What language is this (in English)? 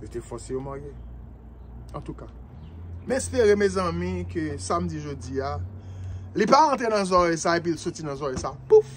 Haitian Creole